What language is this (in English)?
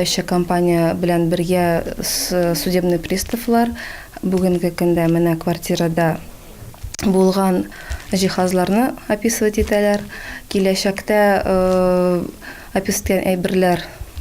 Tatar